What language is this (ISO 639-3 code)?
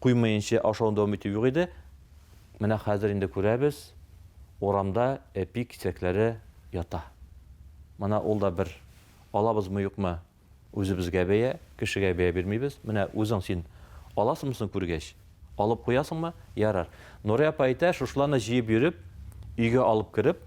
tat